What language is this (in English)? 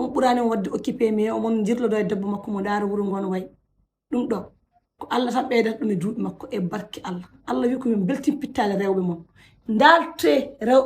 Fula